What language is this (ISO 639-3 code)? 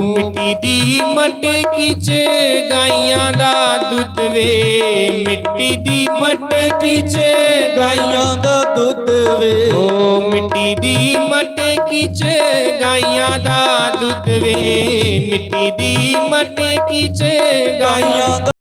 doi